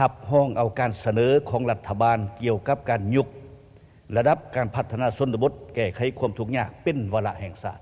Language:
Lao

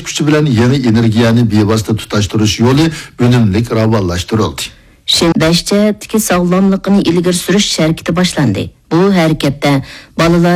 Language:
Uyghur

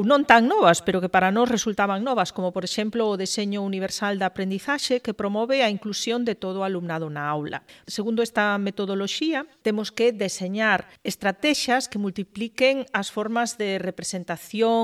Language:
Galician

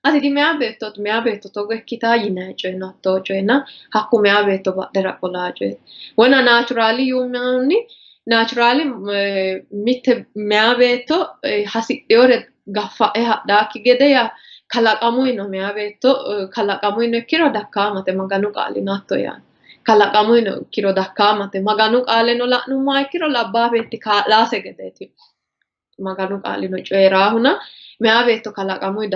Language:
Sidamo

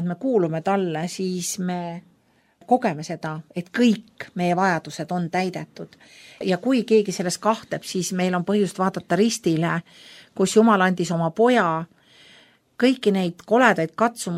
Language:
Estonian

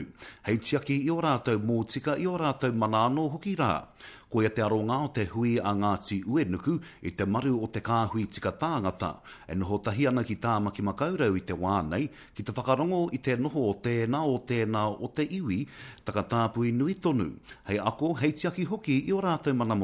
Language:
Māori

